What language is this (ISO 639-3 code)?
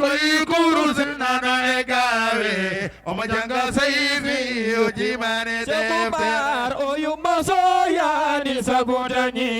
ful